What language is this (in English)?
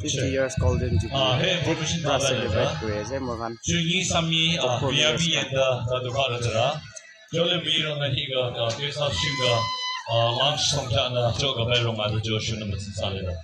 Naga Pidgin